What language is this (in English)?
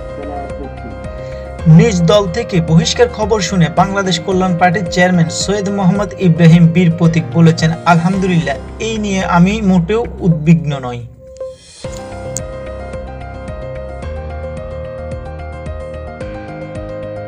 Bangla